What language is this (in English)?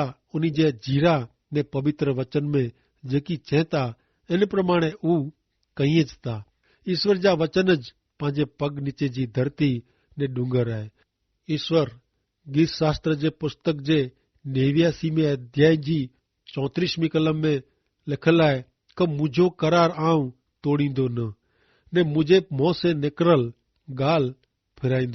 Kachhi